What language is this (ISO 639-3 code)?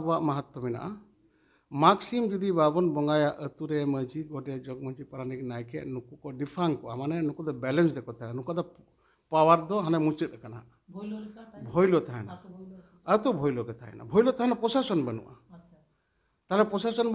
sat